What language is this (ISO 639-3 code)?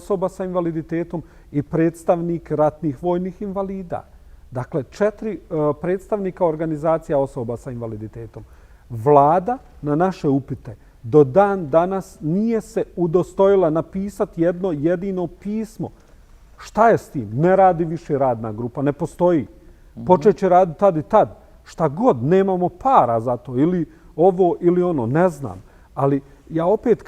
bos